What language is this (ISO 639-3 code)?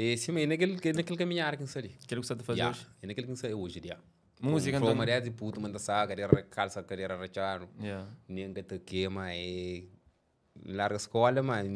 kea